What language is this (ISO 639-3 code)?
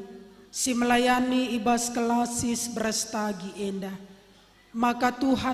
btx